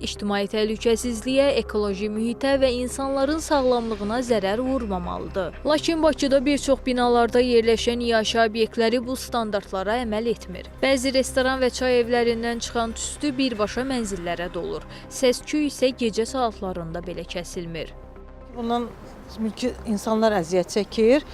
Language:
Azerbaijani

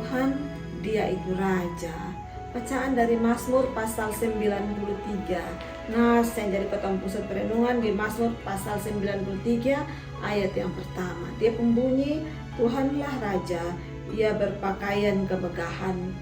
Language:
Kupang Malay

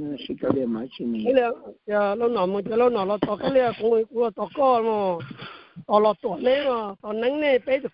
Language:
Vietnamese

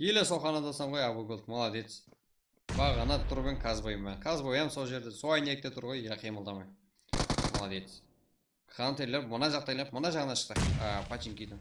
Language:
Kara-Kalpak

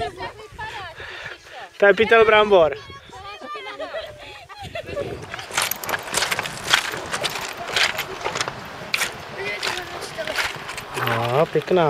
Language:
Czech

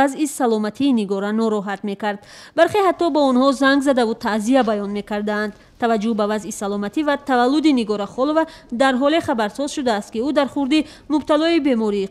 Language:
Tajik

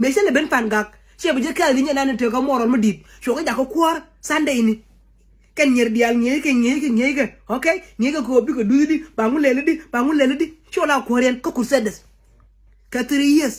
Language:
Nuer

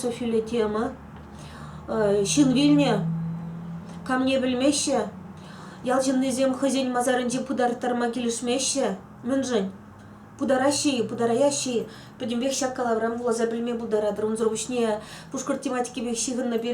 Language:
Chuvash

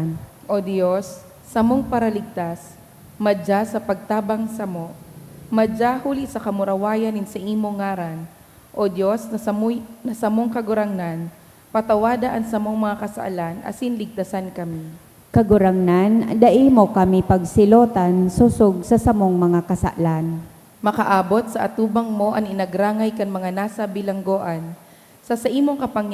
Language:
Bikol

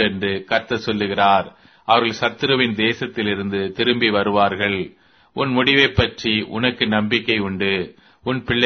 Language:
Tamil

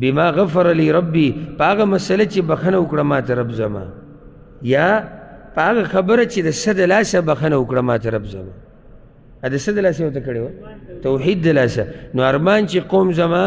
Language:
Pashto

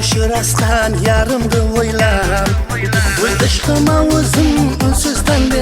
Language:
Kara-Kalpak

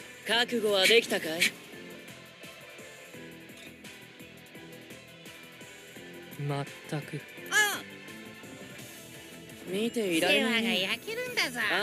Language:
Japanese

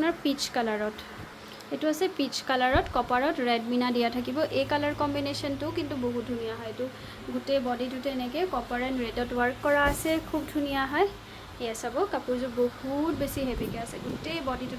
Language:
Assamese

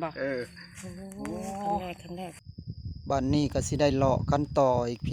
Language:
Northeastern Thai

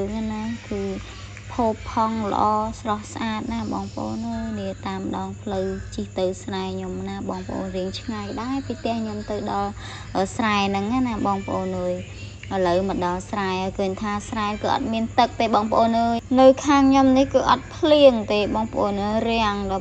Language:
Khmer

